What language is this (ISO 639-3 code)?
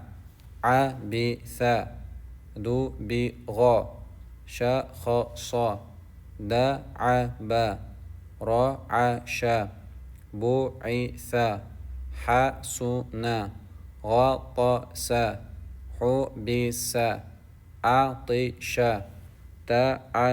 che